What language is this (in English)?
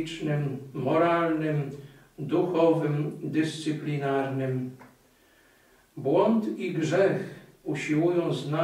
Polish